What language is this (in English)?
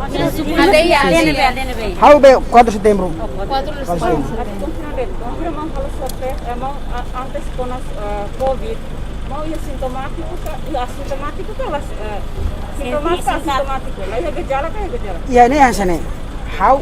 Tetum